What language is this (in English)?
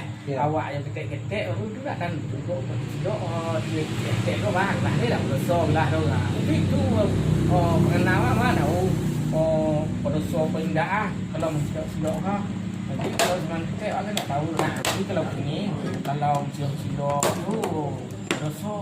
Minangkabau